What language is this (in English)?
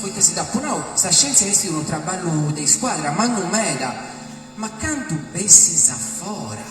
Sardinian